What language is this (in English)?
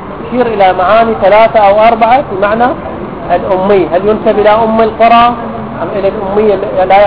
Arabic